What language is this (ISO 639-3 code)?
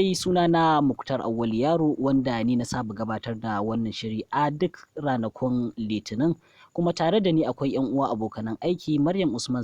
hau